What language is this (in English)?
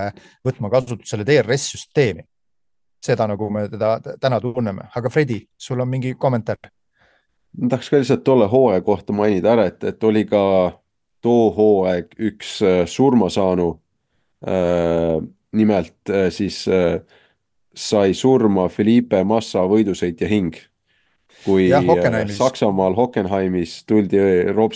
Estonian